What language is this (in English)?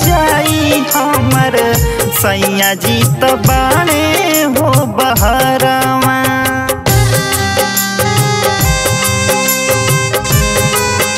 Bhojpuri